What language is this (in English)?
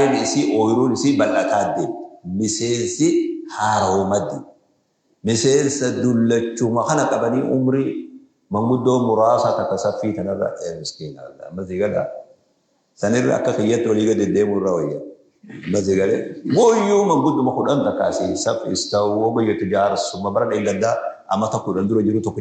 Oromo